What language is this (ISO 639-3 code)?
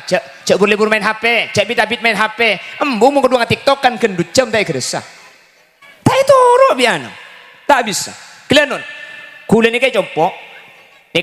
mad